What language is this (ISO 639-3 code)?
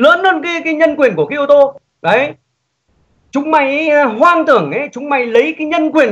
vie